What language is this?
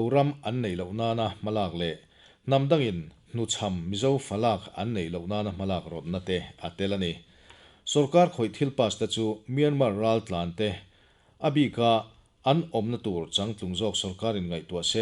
Mizo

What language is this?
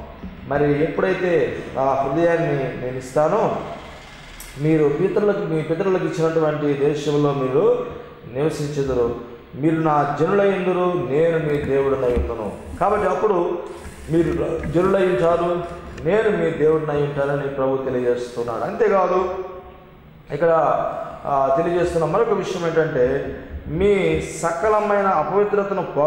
Telugu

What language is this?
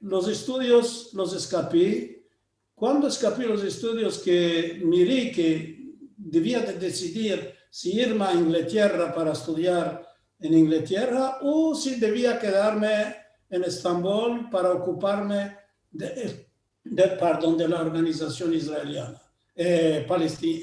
Ladino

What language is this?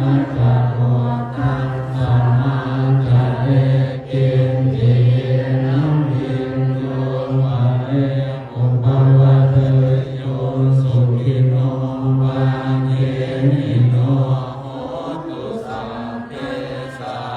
Pali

